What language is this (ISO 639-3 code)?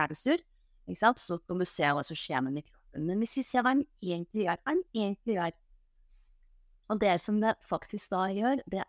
nor